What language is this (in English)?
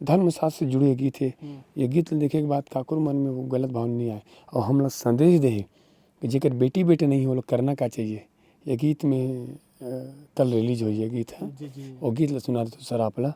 Chhattisgarhi